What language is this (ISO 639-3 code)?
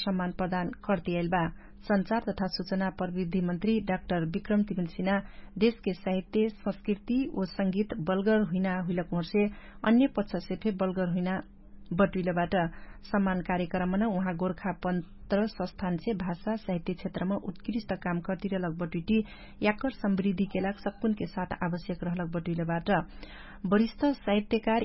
thl